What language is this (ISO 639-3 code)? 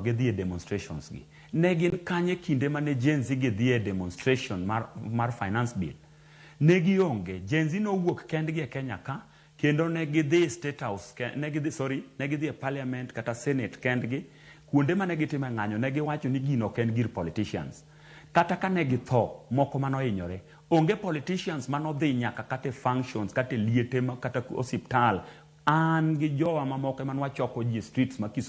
luo